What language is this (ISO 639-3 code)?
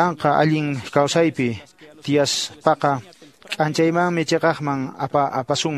que